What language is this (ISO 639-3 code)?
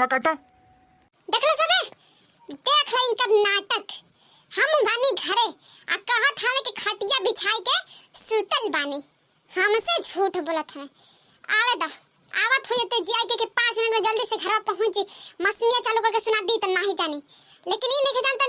bho